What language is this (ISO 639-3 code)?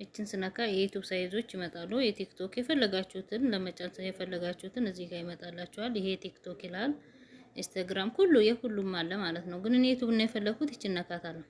amh